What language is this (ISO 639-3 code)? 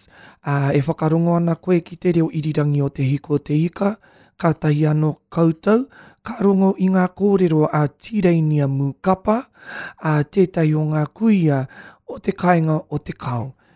mri